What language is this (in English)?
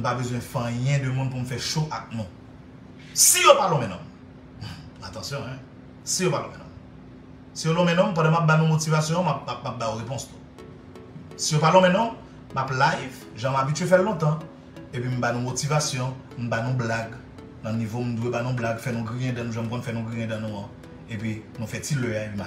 Haitian Creole